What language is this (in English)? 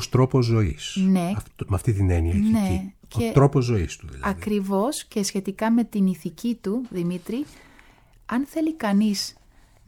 Greek